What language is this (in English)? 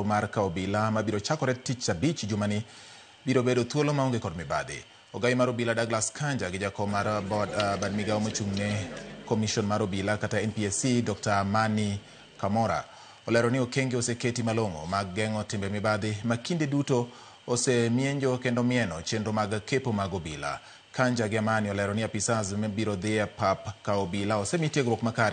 Luo (Kenya and Tanzania)